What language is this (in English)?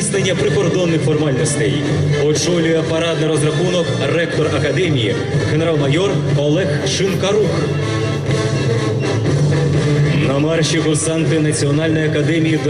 Ukrainian